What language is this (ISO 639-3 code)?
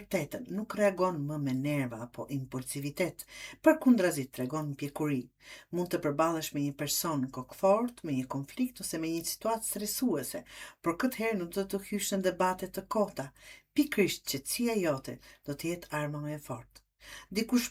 sqi